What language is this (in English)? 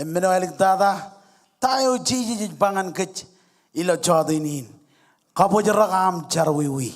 Marshallese